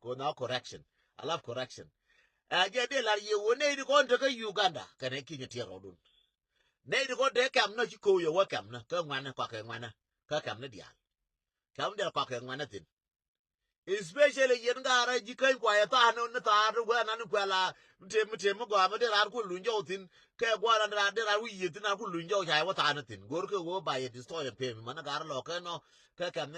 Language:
Nuer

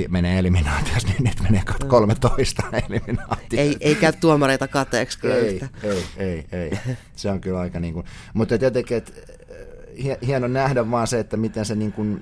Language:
Finnish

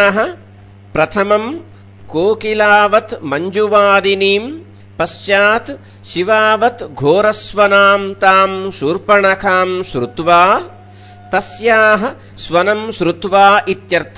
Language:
Sanskrit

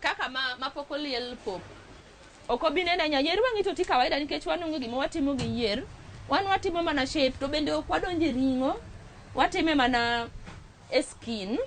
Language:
Luo (Kenya and Tanzania)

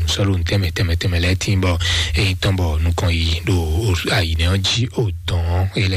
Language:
Fon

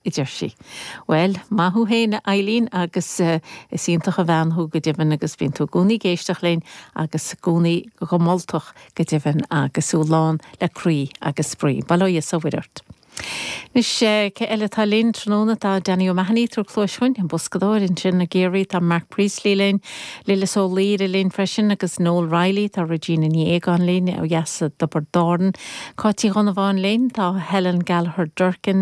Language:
Irish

